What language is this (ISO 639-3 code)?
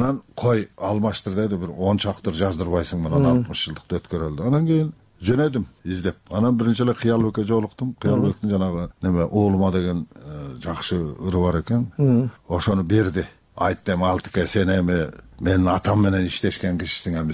kir